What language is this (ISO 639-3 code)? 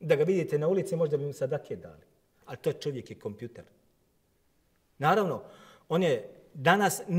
bos